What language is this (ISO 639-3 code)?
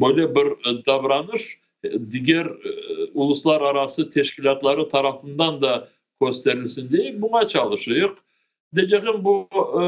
crh